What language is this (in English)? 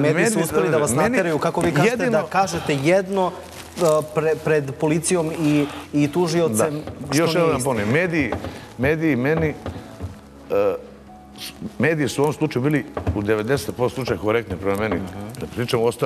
Serbian